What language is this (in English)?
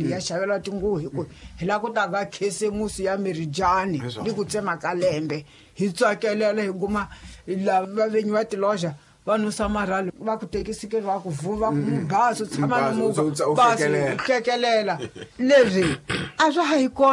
Tsonga